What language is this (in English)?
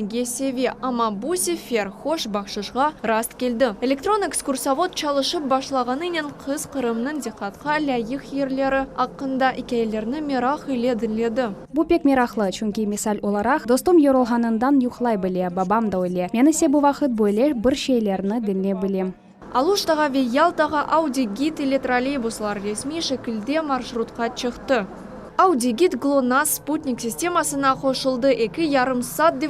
Crimean Tatar